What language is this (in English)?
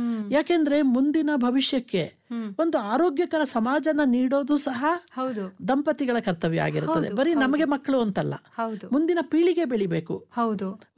Kannada